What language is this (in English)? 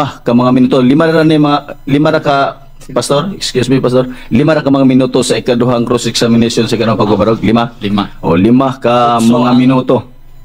Cebuano